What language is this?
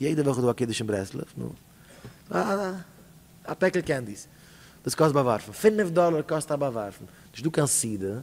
Yiddish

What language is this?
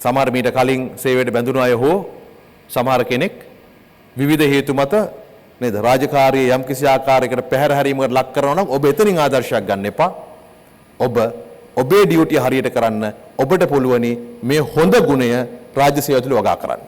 Sinhala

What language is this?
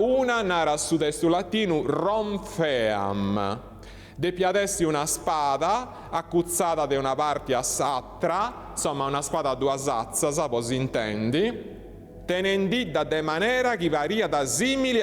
Sardinian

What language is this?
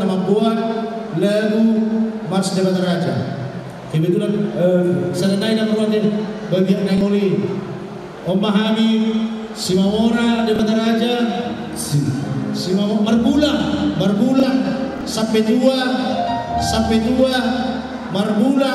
Batak Toba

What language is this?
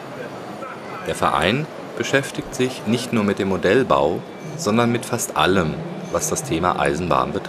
German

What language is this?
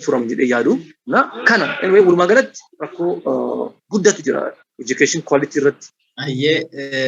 Oromo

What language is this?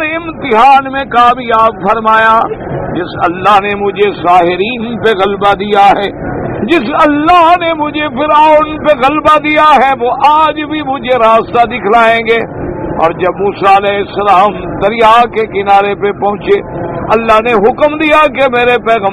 Urdu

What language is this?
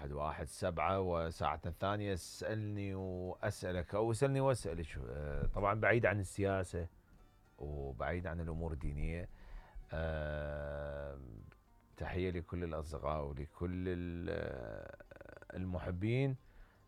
Mesopotamian Arabic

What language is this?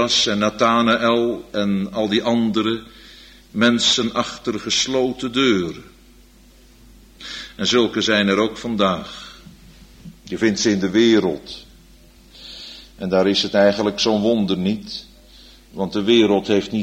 Dutch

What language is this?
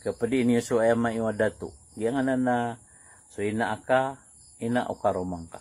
Maranao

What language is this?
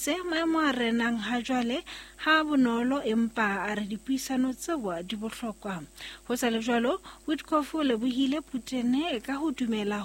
Southern Sotho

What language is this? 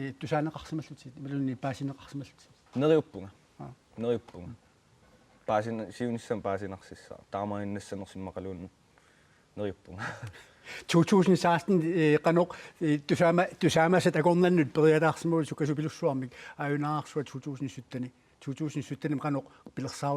Kalaallisut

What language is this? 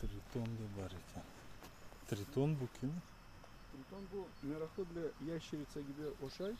Crimean Tatar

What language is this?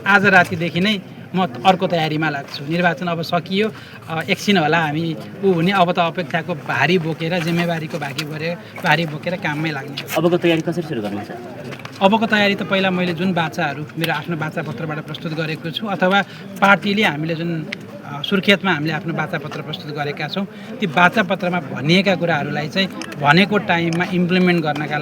Nepali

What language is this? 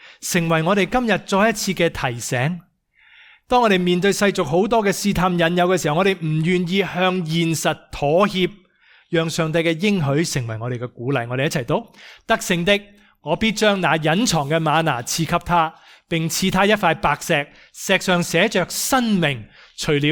Cantonese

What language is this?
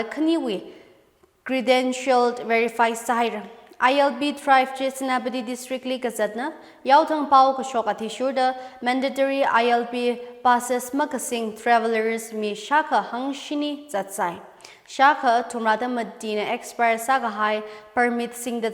Tangkhul Naga (India)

